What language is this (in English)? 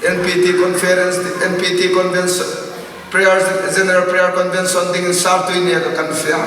Hmar